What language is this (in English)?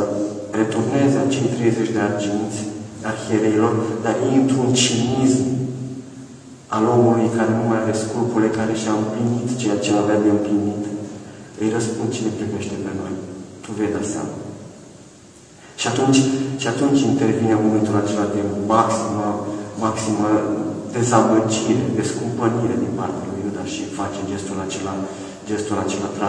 Romanian